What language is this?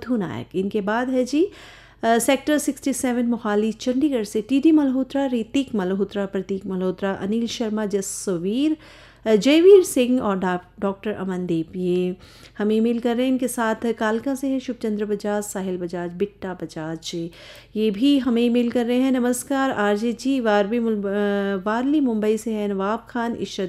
Hindi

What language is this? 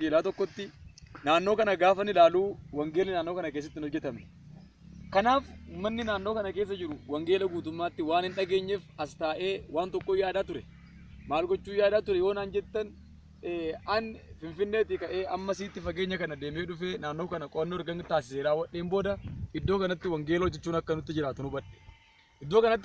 Oromo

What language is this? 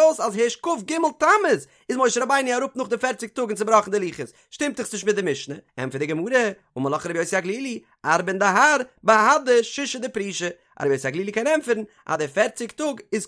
Yiddish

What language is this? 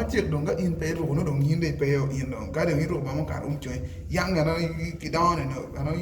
Acoli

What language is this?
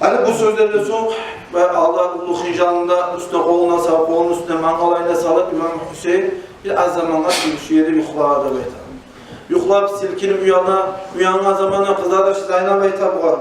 Kumyk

